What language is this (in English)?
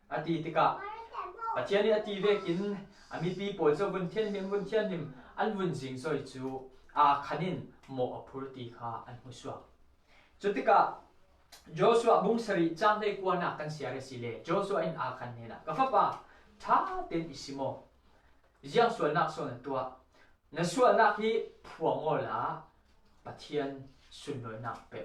Falam Chin